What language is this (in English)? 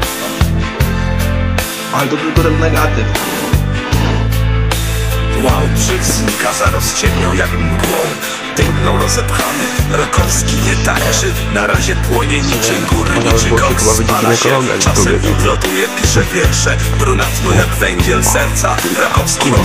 Polish